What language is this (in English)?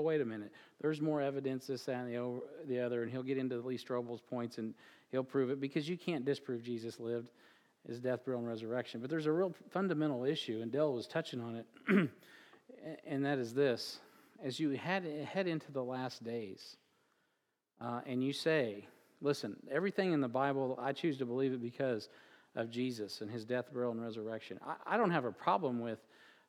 English